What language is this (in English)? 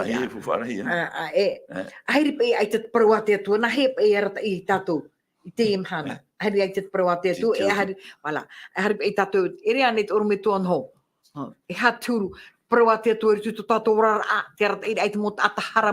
Tahitian